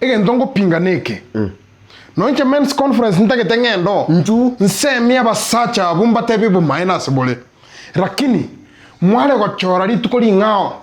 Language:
Gusii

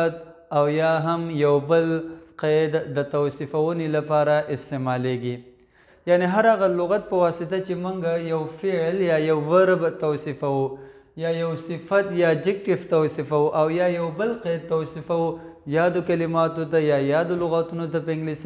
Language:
Pashto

